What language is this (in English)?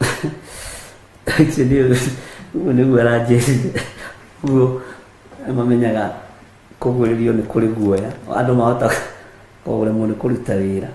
Kikuyu